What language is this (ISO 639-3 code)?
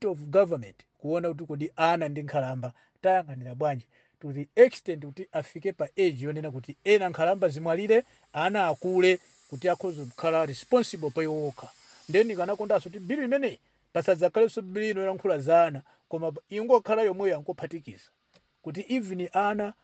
nya